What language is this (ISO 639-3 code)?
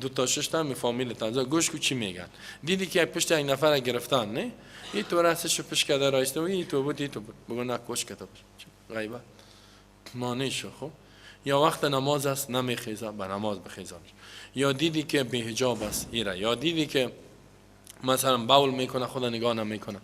fas